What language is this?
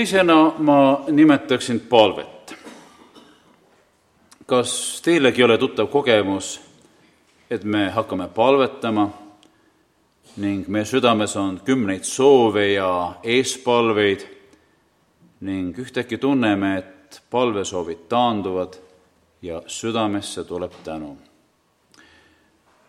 Estonian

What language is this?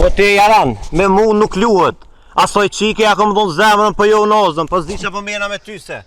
Albanian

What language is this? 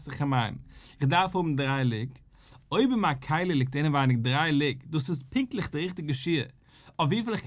Yiddish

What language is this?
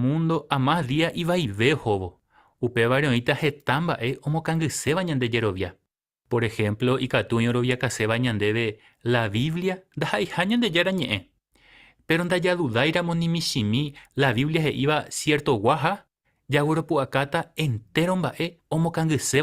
Guarani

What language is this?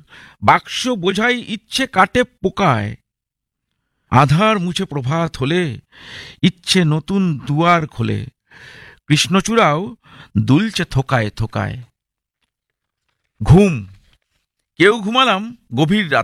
Bangla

